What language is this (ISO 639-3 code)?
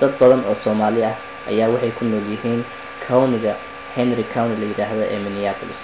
som